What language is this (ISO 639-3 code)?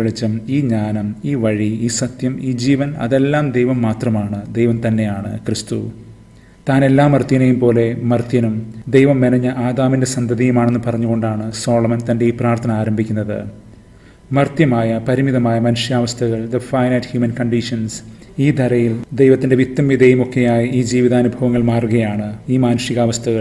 mal